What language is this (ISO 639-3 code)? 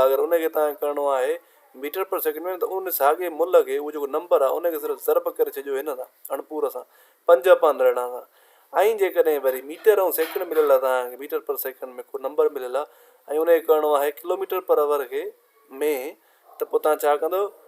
snd